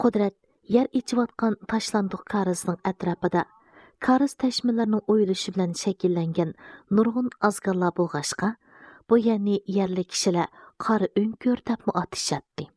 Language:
Uyghur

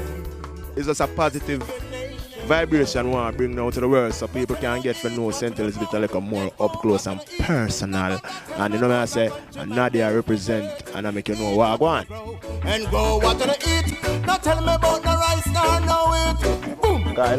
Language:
Jamaican Creole English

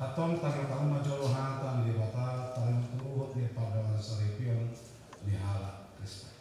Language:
Batak Toba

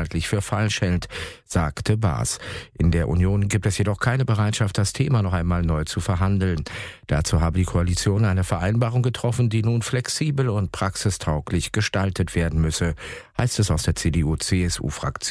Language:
German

